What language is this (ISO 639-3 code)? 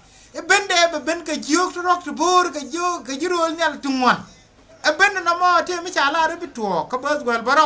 nus